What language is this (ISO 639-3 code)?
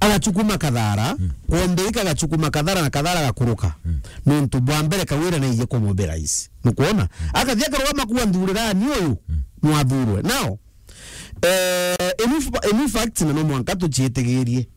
mer